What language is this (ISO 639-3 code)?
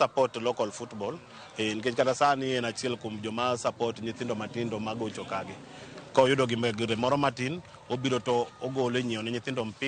luo